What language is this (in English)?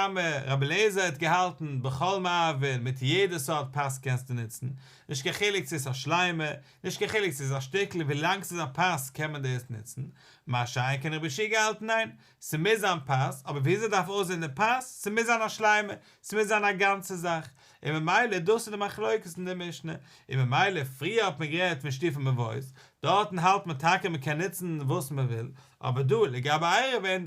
Yiddish